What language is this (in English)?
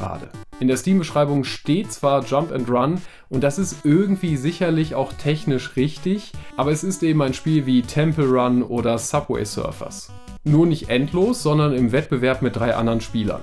German